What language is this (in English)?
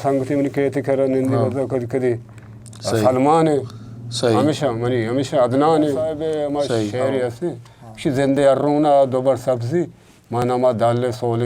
Eastern Balochi